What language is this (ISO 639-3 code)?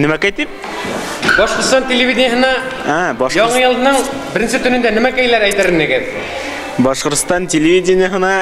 bak